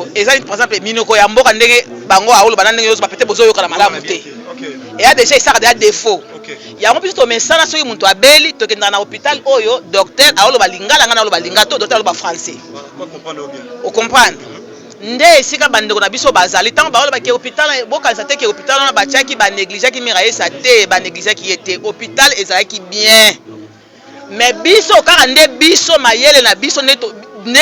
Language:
Lingala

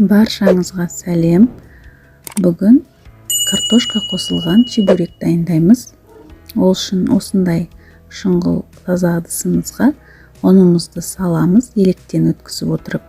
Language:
Kazakh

